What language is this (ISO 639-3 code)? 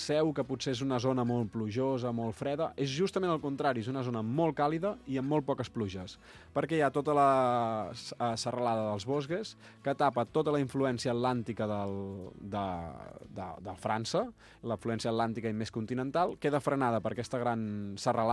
cat